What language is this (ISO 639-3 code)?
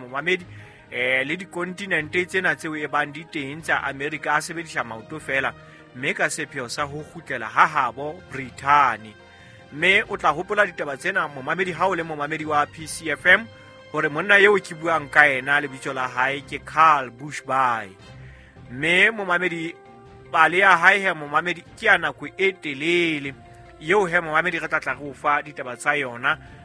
sot